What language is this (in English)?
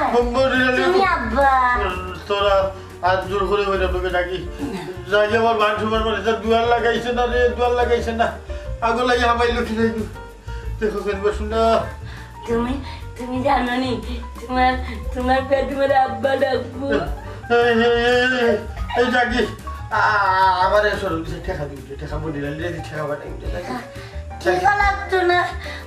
Sylheti